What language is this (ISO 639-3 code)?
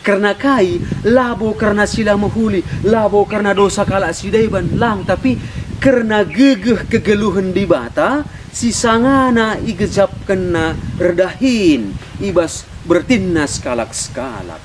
btx